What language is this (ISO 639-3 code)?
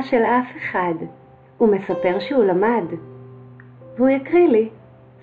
heb